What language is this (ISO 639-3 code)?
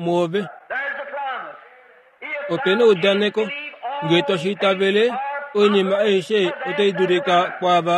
kua